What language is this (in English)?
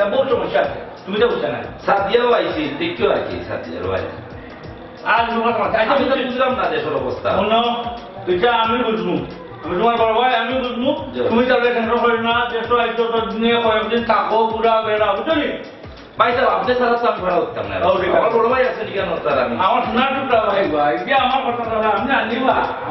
Sylheti